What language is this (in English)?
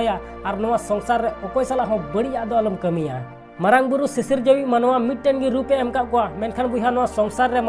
Santali